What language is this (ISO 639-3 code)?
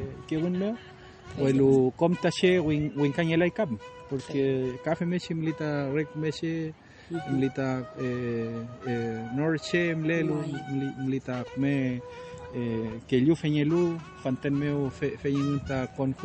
arn